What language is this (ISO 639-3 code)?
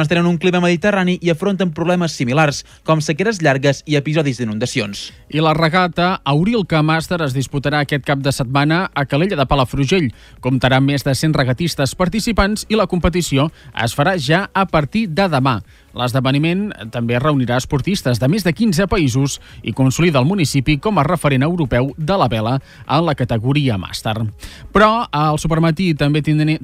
cat